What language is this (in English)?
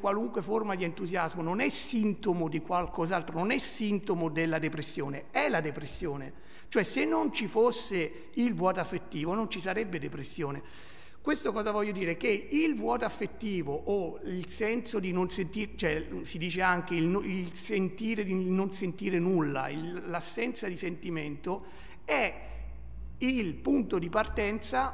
Italian